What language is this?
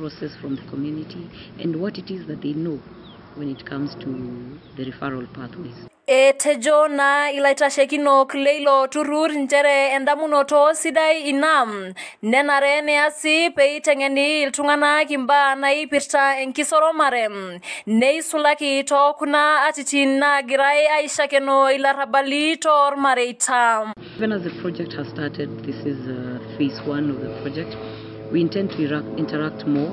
Masai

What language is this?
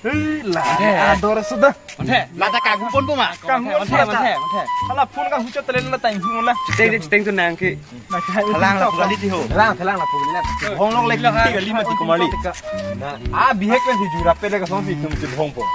Karbi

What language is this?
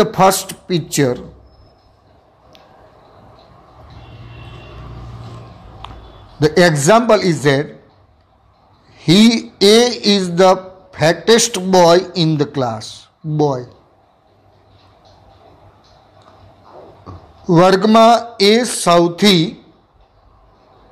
Gujarati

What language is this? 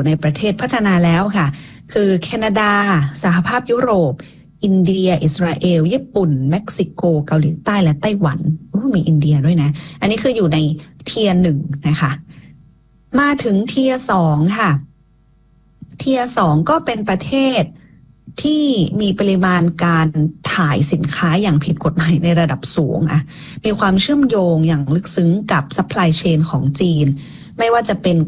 Thai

